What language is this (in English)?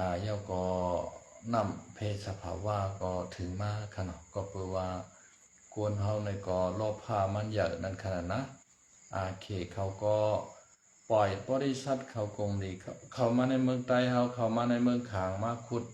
Shan